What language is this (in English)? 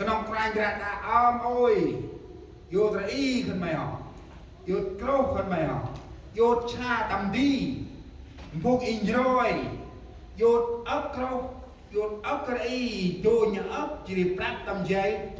Central Mnong